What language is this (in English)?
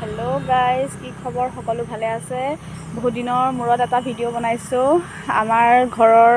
Assamese